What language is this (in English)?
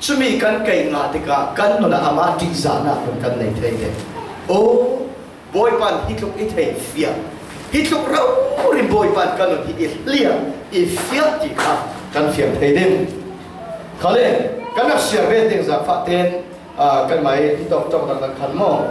Falam Chin